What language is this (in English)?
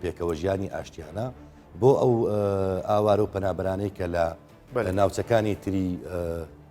Central Kurdish